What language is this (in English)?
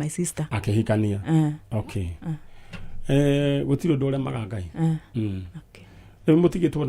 Kikuyu